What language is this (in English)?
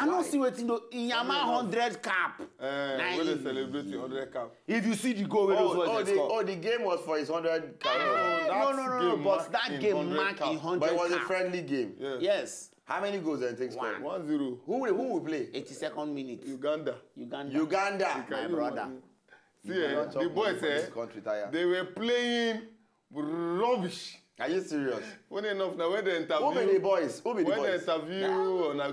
Nigerian Pidgin